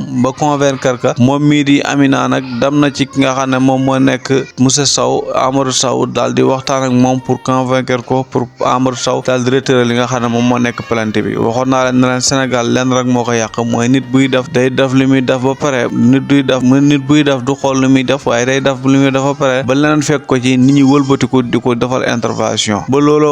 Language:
Wolof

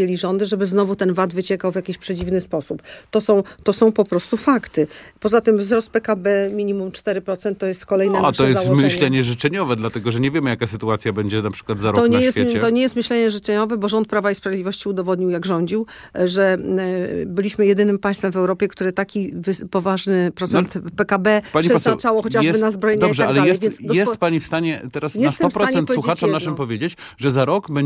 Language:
Polish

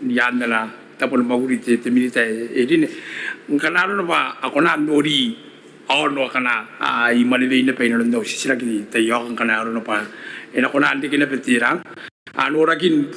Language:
Gilbertese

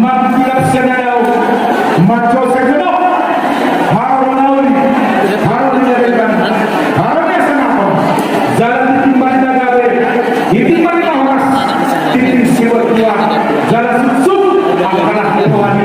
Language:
Batak Toba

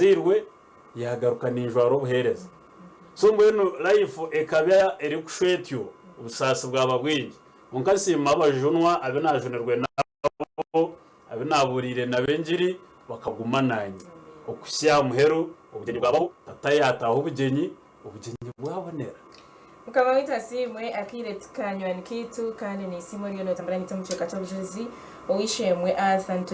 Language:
Nyankole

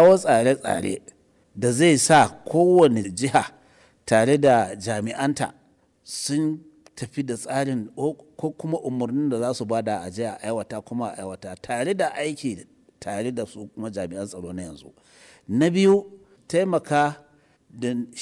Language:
Hausa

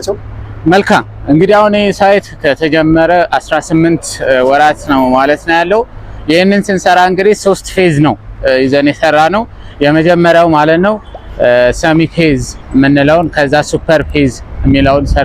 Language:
Amharic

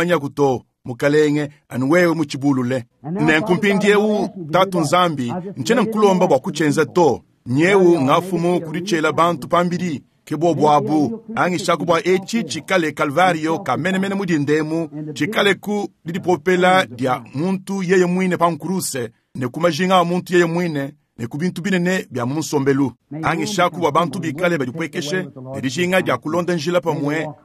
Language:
Luba-Lulua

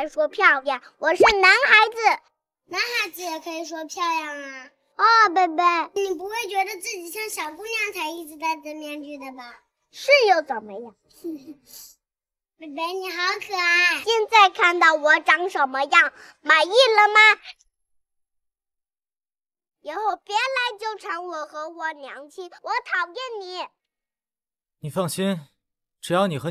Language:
Chinese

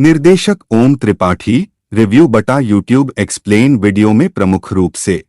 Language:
Chhattisgarhi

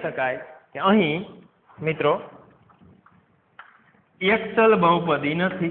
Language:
Gujarati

